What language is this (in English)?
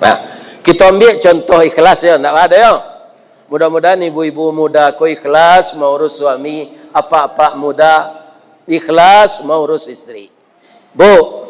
Minangkabau